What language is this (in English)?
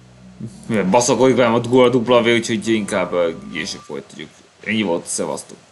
Hungarian